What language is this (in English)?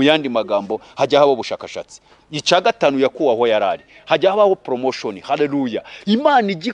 Kinyarwanda